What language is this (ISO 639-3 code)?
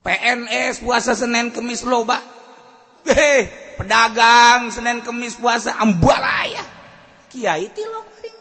sun